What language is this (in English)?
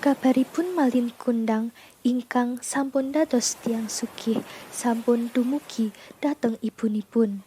Javanese